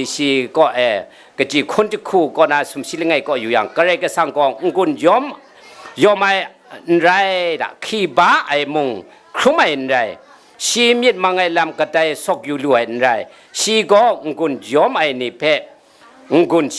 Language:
Kachin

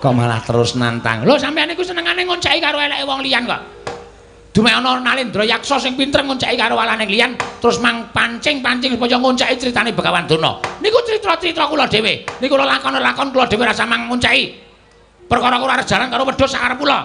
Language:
Javanese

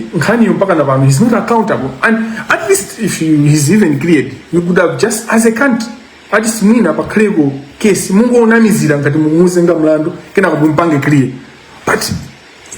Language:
Nyanja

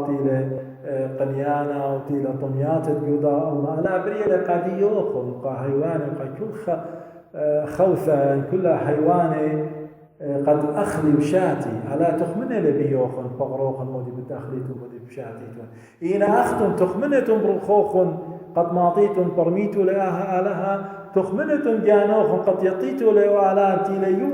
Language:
Assyrian Neo-Aramaic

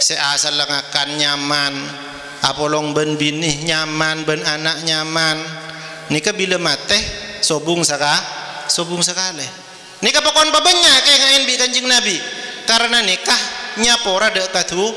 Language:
Madurese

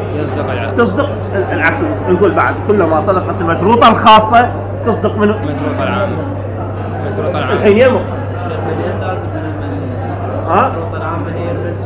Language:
Mesopotamian Arabic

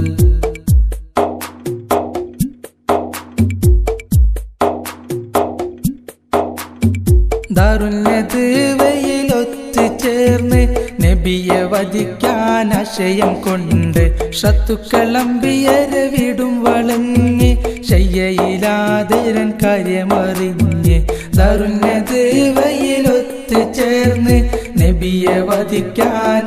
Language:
Malayalam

